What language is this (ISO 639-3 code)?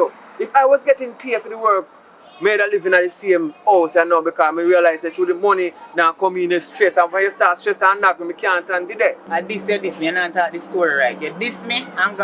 jam